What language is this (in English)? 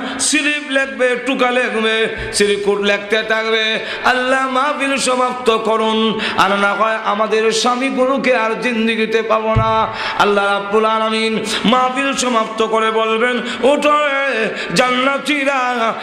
Bangla